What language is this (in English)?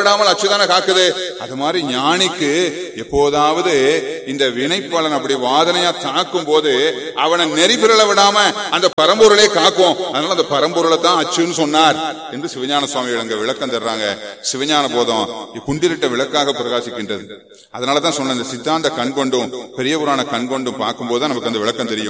Tamil